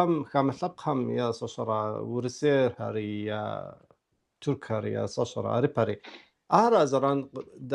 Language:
Kabardian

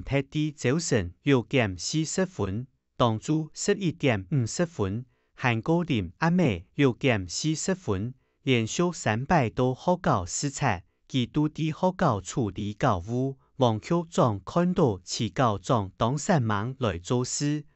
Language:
Hakka Chinese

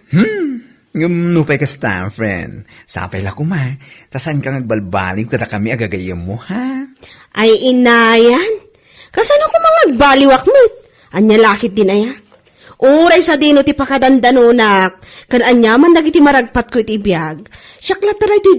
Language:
Iloko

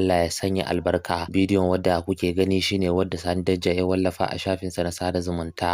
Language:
Hausa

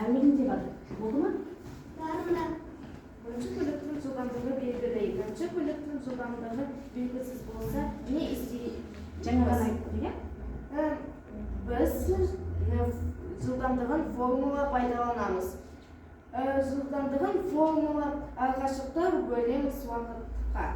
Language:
Kazakh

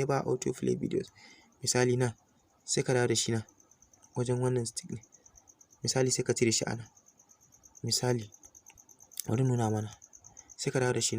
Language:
Hausa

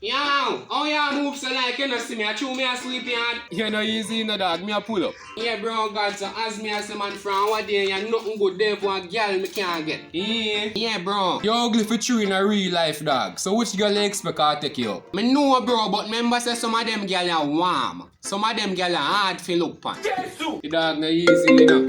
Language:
Jamaican Creole English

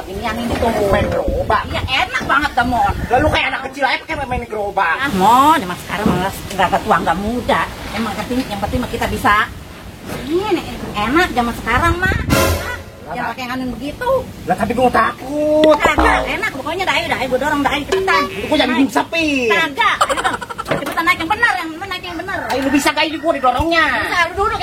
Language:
Betawi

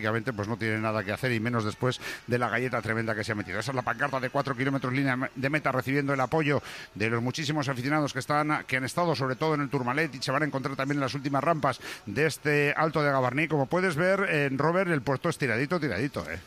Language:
Spanish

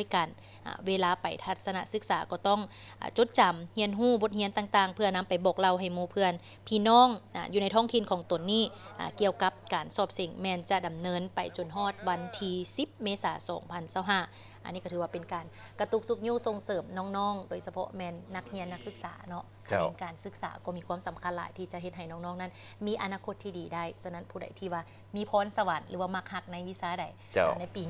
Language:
Lao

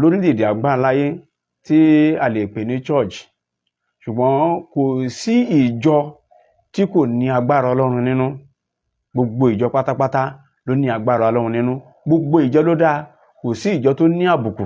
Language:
Yoruba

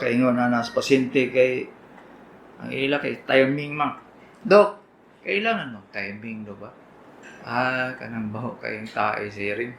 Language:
Cebuano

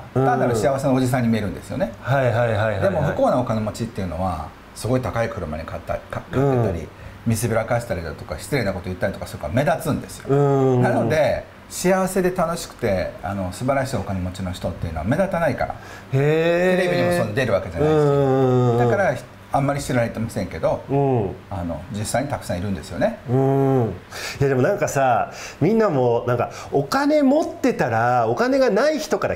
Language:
Japanese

